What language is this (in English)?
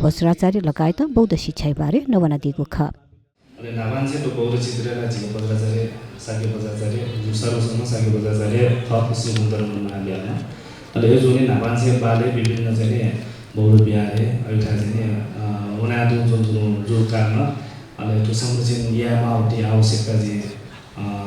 Newari